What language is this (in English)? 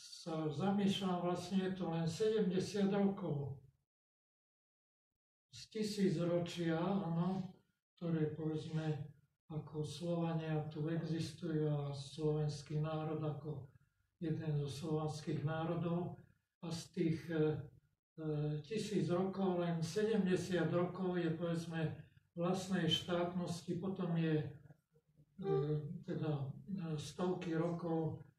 Slovak